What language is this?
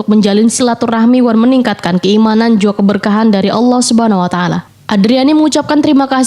Banjar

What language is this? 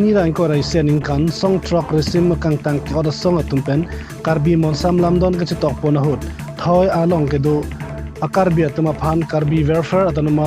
Karbi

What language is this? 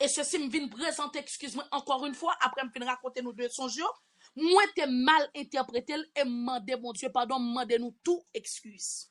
Haitian Creole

